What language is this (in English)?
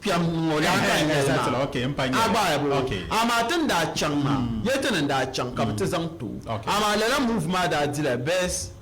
Dagbani